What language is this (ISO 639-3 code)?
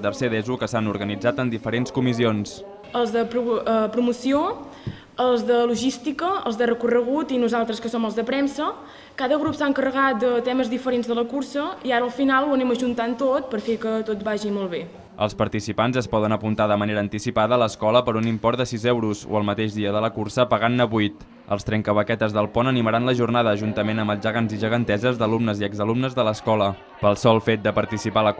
cat